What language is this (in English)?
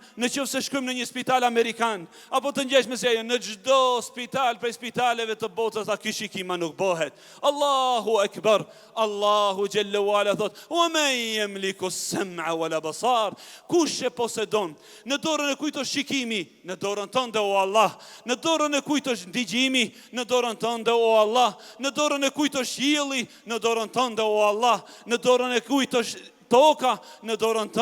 Albanian